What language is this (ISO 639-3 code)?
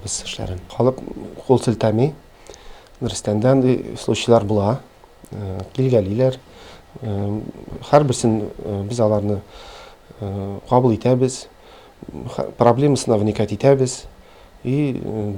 tat